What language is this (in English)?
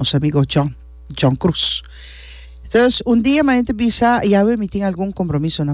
Papiamento